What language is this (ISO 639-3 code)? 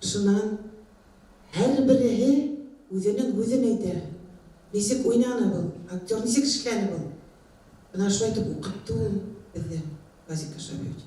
bak